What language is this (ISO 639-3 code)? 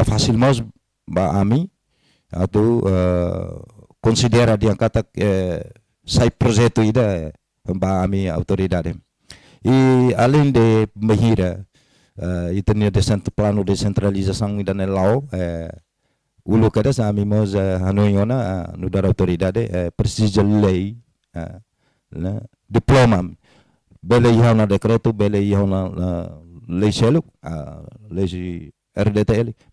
tet